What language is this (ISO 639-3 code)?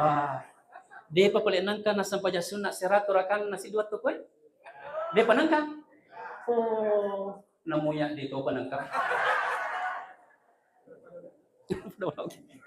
bug